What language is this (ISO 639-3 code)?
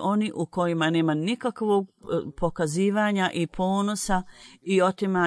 bos